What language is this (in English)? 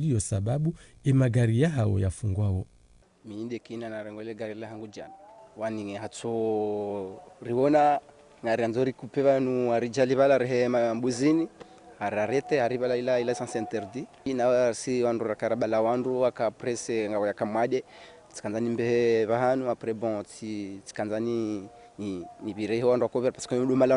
Ngazidja Comorian